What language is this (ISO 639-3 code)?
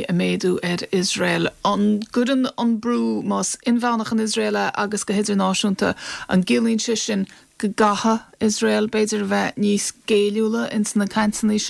gle